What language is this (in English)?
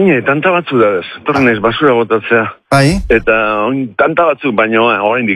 Basque